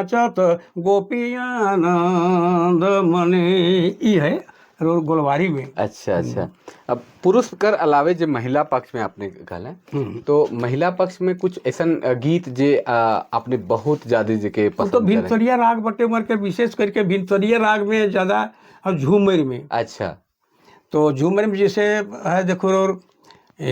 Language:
Sadri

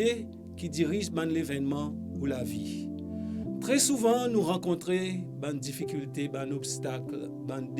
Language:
Morisyen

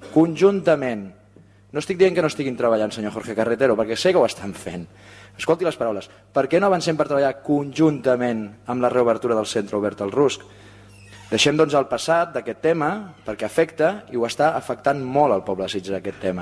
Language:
Catalan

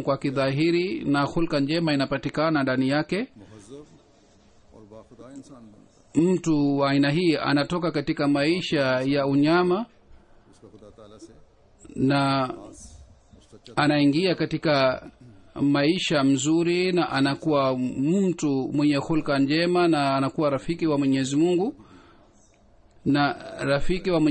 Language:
Swahili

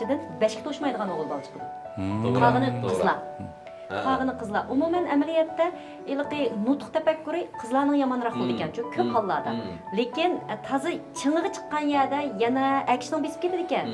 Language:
Uyghur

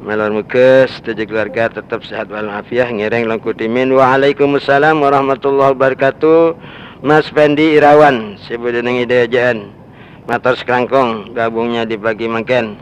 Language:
Madurese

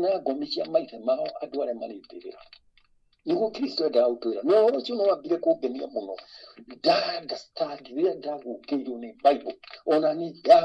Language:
Kikuyu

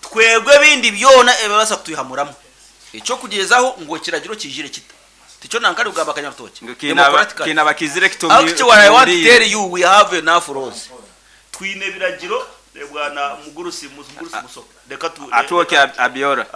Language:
Nyankole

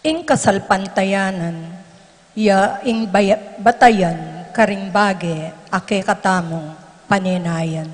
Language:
Pampanga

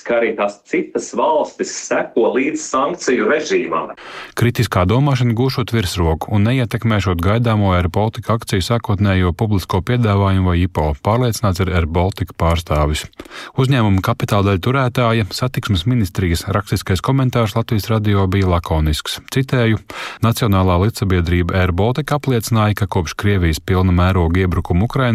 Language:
Latvian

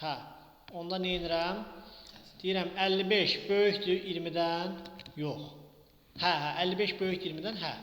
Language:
Azerbaijani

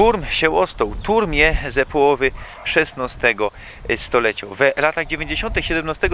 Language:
Silesian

